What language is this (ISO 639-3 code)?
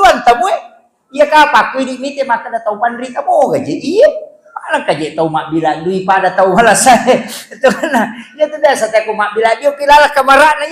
bug